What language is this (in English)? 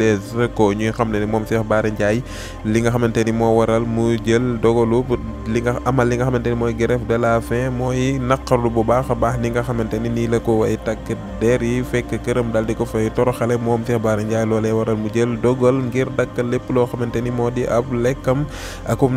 Wolof